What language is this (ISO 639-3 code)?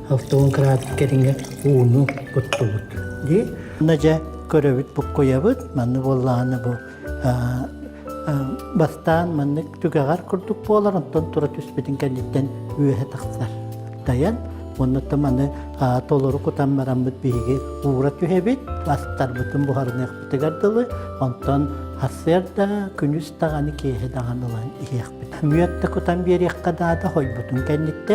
sah